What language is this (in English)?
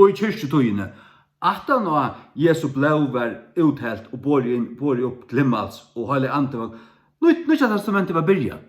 Faroese